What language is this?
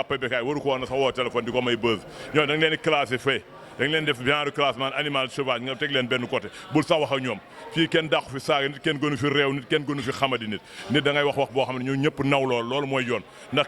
Wolof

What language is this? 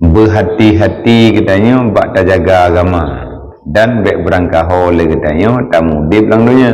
Achinese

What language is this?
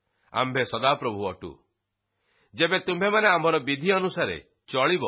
Odia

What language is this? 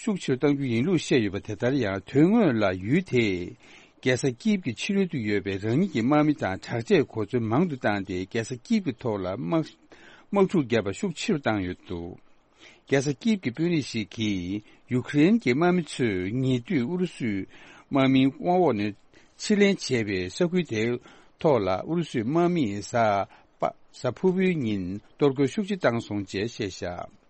Tibetan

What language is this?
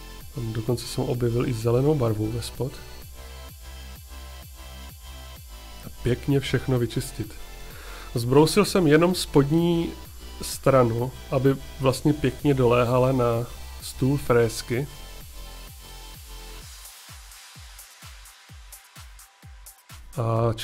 Czech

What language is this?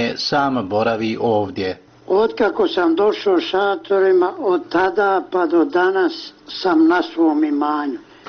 Bosnian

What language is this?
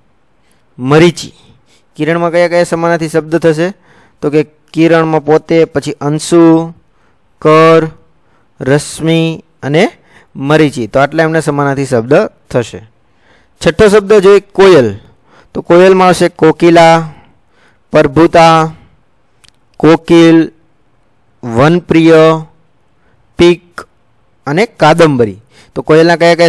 Gujarati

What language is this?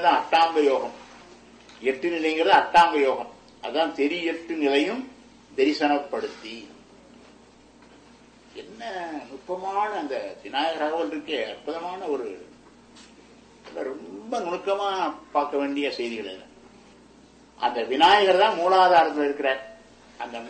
Tamil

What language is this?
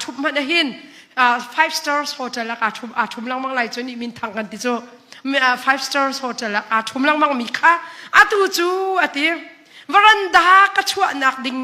Hakha Chin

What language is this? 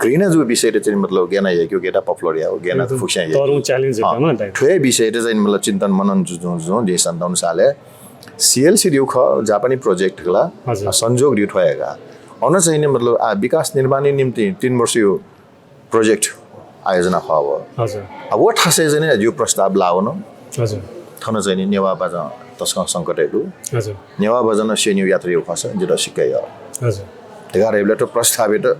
Newari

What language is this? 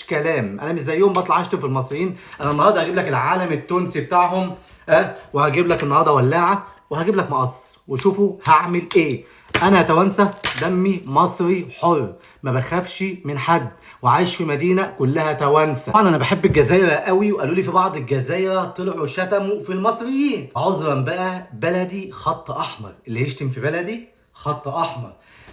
Egyptian Arabic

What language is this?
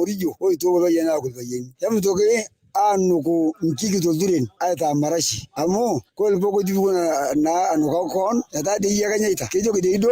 Masai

